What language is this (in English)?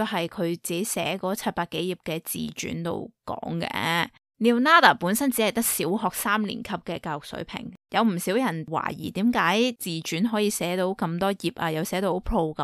Cantonese